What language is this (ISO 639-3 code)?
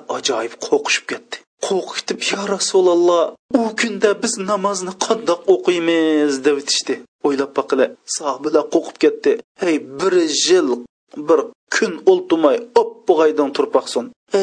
uig